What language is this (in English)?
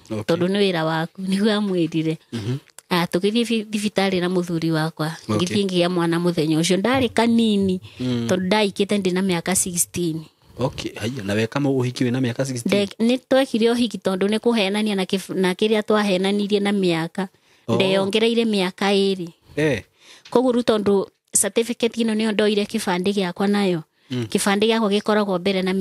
Kikuyu